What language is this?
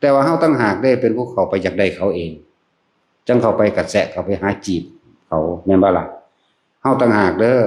Northeastern Thai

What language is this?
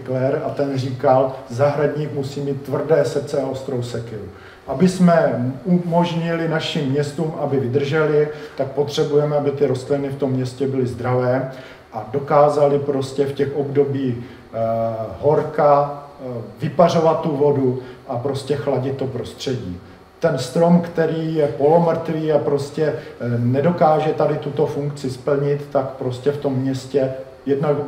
Czech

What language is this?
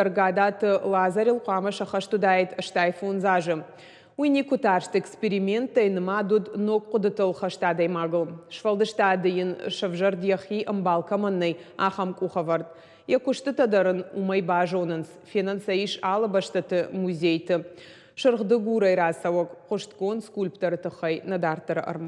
Ossetic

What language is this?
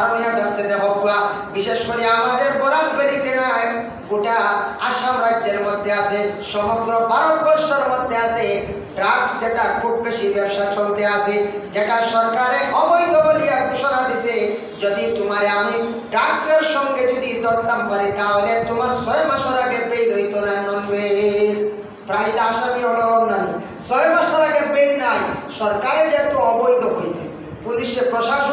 Sylheti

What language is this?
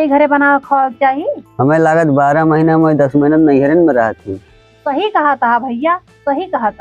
Awadhi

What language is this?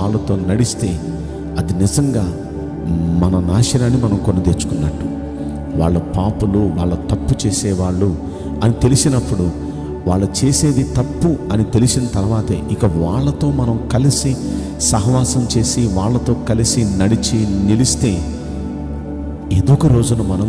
Telugu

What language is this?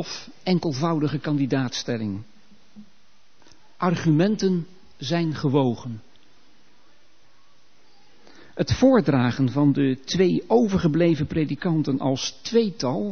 Dutch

